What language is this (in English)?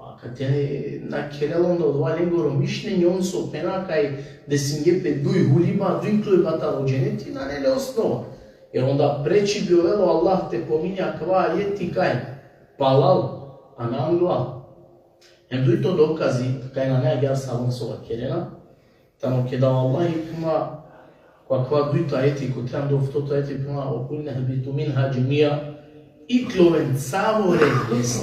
Balkan Romani